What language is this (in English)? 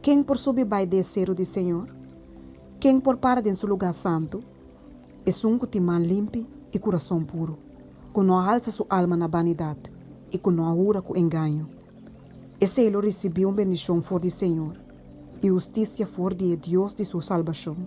Papiamento